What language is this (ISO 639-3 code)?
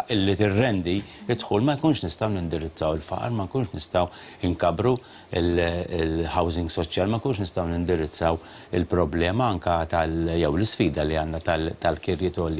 mlt